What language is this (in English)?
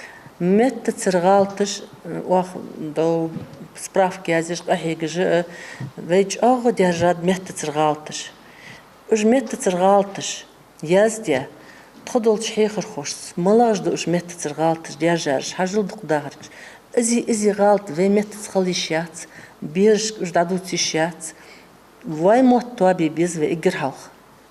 Ingush